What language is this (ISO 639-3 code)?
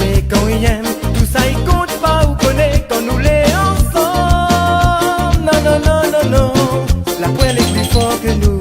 rcf